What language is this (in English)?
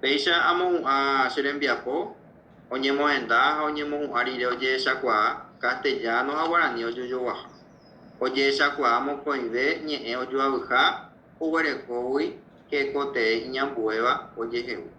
Guarani